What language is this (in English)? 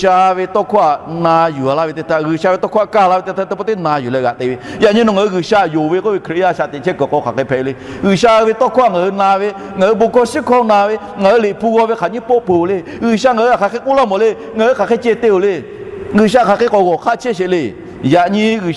Lahu